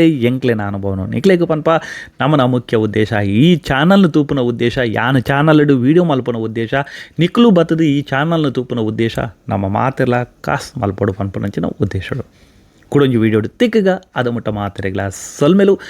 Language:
Tulu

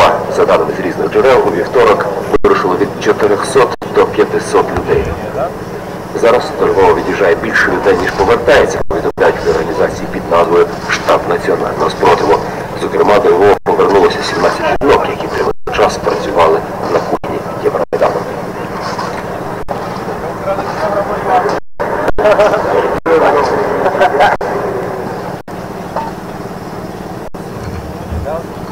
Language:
Ukrainian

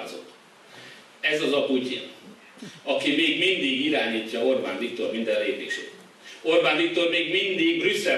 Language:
Hungarian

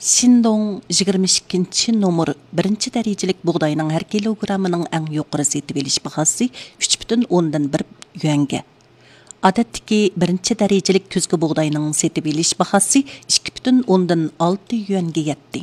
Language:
Uyghur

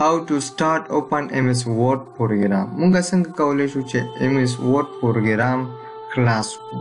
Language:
Pashto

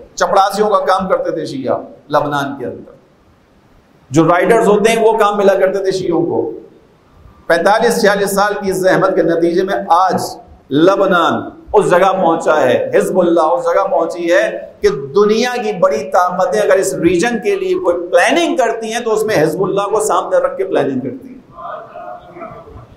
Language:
Urdu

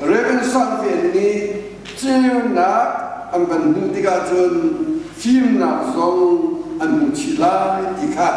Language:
Hakha Chin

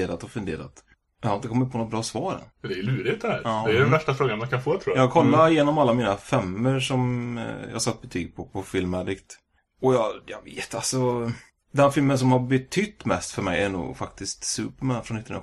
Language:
Swedish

